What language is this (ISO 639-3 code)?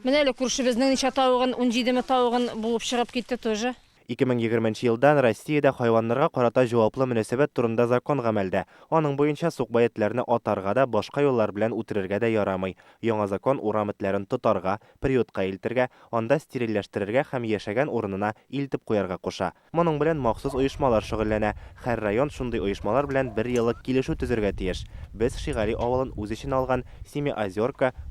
tat